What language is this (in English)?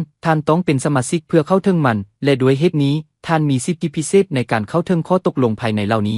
Lao